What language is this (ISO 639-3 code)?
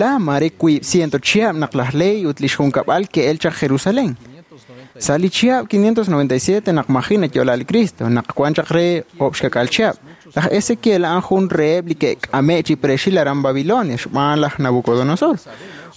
kek